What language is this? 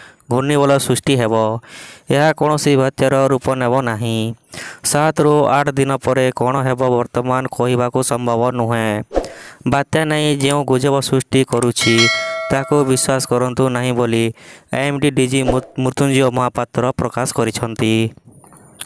Odia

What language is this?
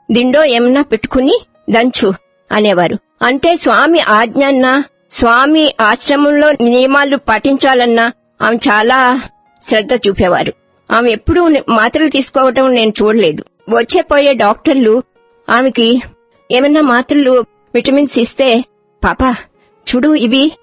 Telugu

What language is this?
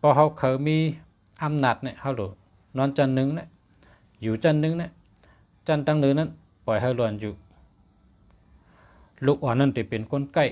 Shan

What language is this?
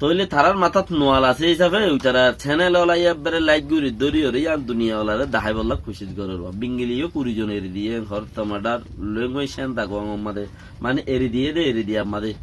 Rohingya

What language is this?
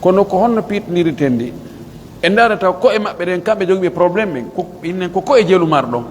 Pular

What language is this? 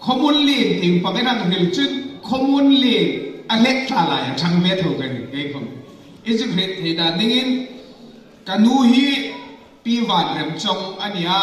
Hmar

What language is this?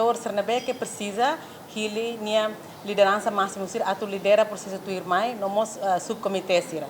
Tetum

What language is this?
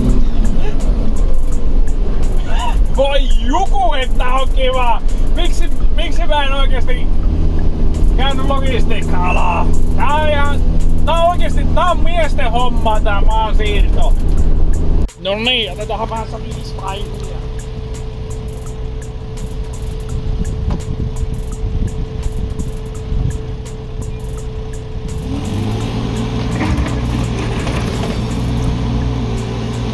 Finnish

